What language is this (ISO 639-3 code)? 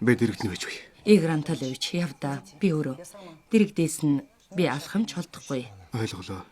mon